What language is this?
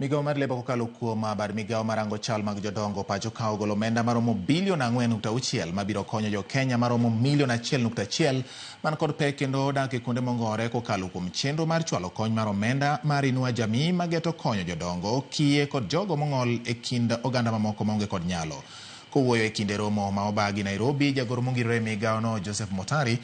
Luo (Kenya and Tanzania)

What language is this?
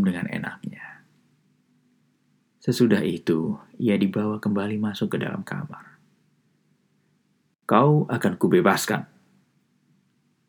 Indonesian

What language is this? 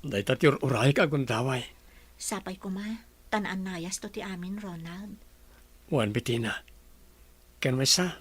Iloko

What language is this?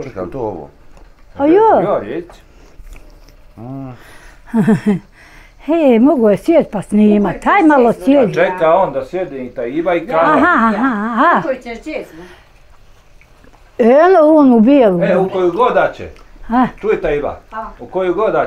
Bosnian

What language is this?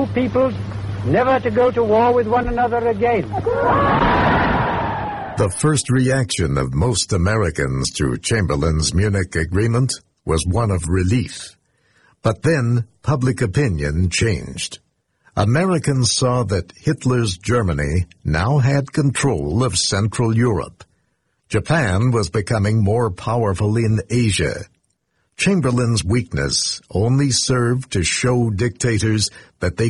English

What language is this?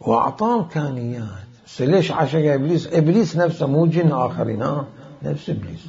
Mesopotamian Arabic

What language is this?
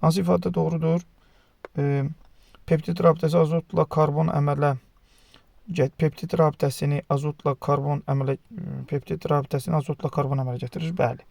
Azerbaijani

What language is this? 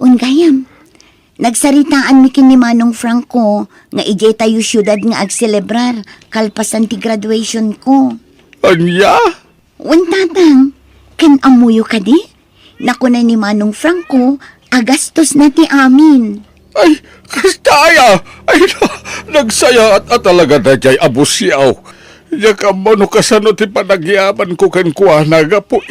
Iloko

